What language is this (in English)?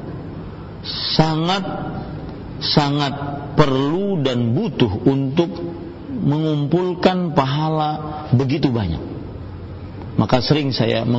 Indonesian